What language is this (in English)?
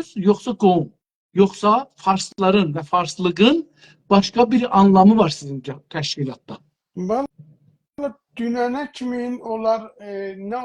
South Azerbaijani